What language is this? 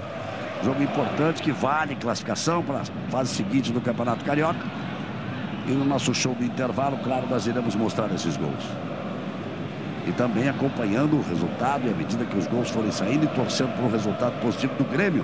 Portuguese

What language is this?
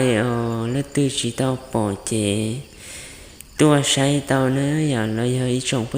Hmong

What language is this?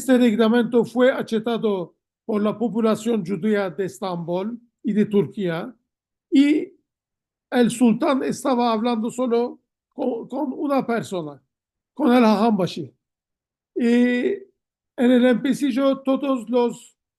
Ladino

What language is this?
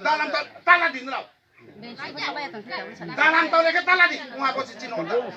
Riang (India)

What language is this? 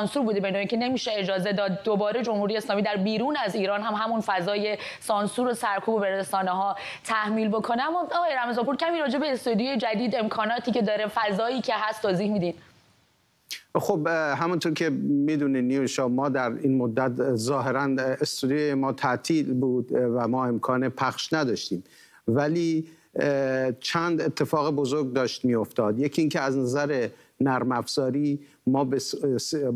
Persian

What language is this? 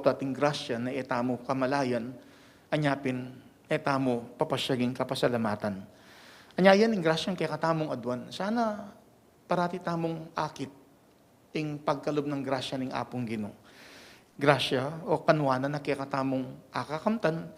Pampanga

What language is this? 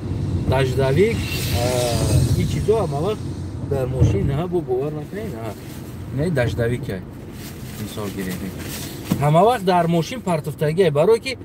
Tajik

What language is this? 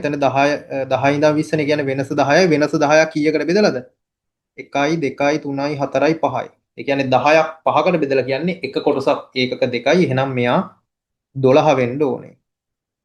Sinhala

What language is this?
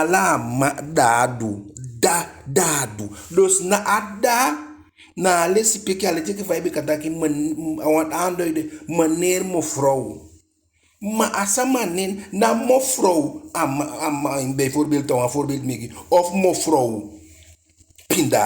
Eastern Maroon Creole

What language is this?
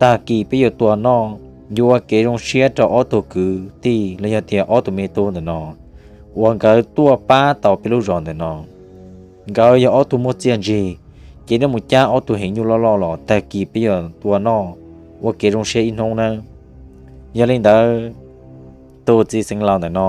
Hmong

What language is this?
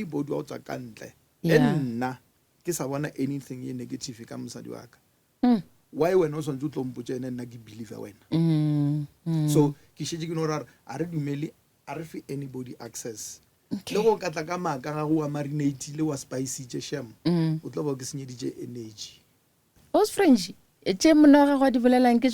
Northern Sotho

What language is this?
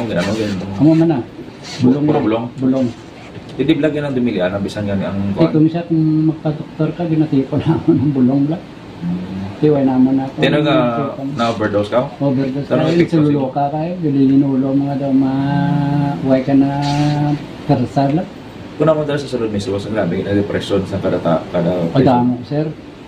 Hiligaynon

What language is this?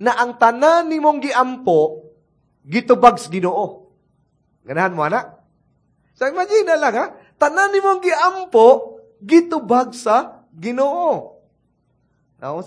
Cebuano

